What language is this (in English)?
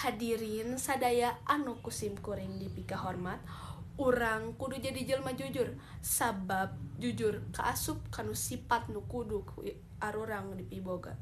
Sundanese